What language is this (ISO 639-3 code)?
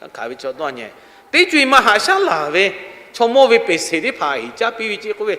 lhu